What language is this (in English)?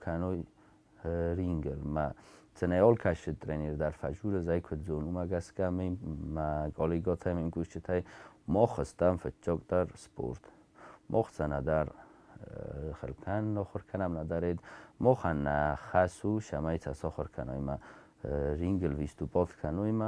Ossetic